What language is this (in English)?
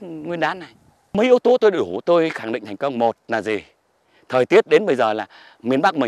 Vietnamese